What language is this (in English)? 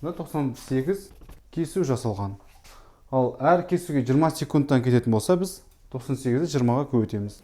Kazakh